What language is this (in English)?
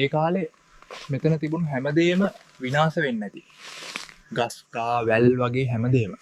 Sinhala